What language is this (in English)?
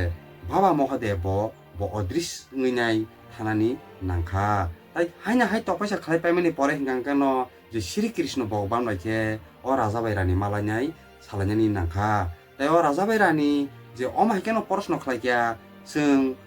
Kok Borok